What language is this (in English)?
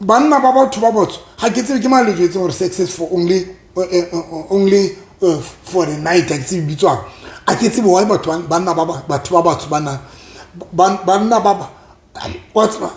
Southern Sotho